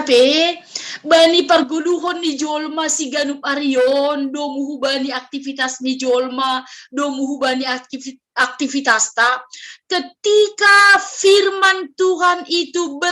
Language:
Batak Simalungun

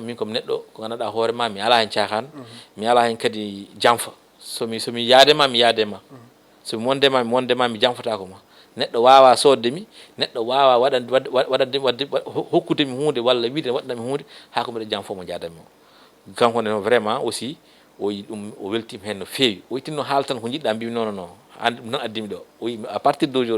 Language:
Fula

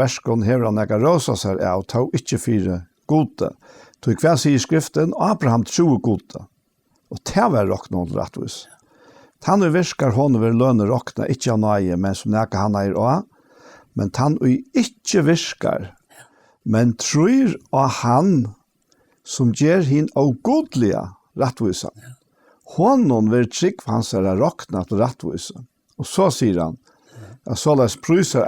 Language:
Faroese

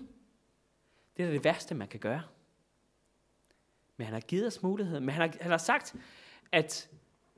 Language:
Danish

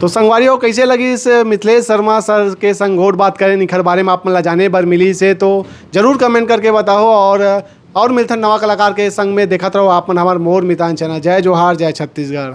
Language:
Chhattisgarhi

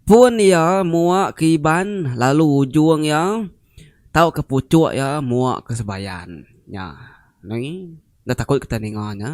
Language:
Iban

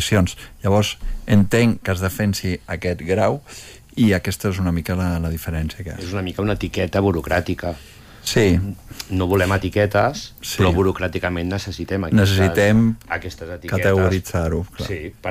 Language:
Catalan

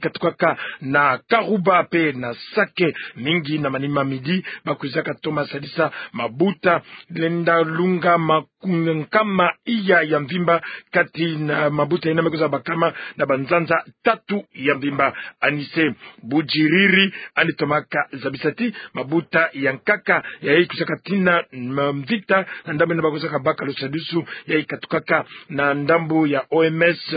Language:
Kituba (Democratic Republic of Congo)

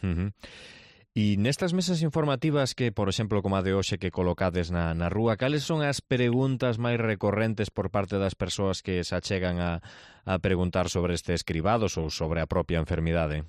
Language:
Galician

